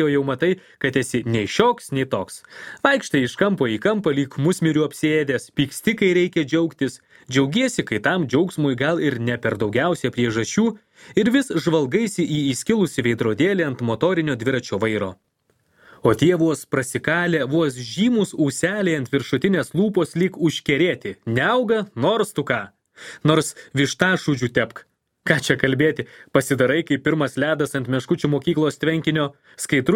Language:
Lithuanian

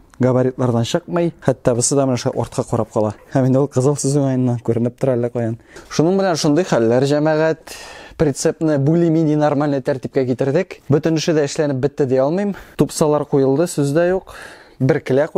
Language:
Tatar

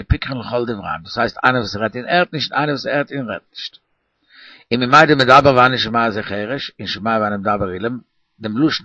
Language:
Yiddish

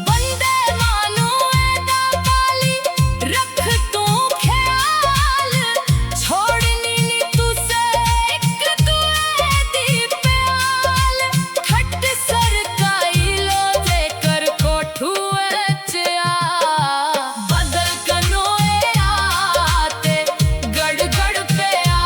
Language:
Dogri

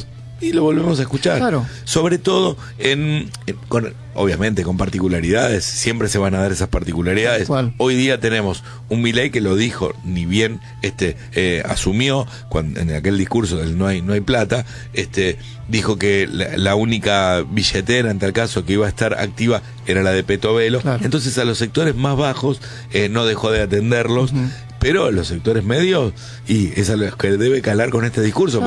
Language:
Spanish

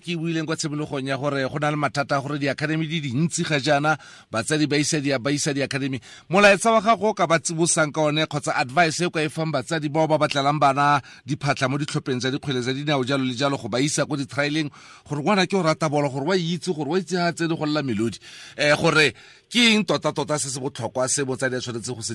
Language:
Tswana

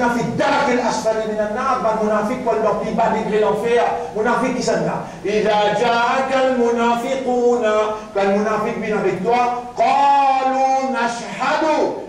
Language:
Morisyen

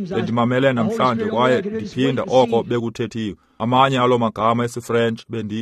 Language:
Xhosa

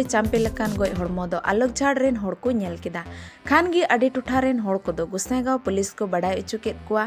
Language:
Santali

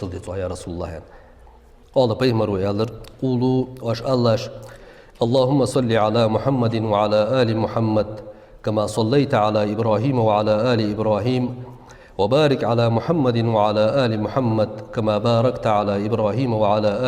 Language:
Ingush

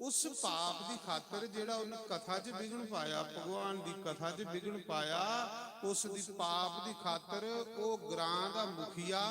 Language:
Dogri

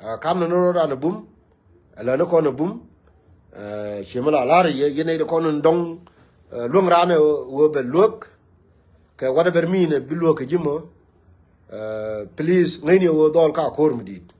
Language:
Nuer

